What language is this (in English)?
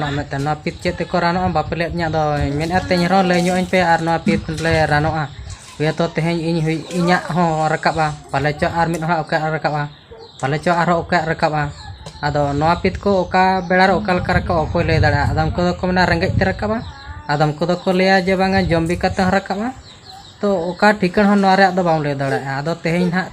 Santali